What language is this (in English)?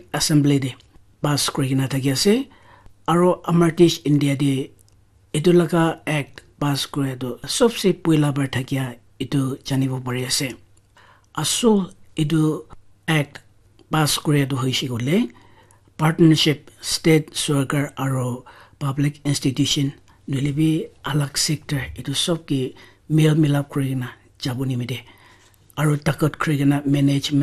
Naga Pidgin